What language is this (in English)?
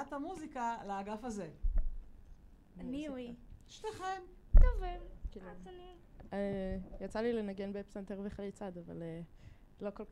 Hebrew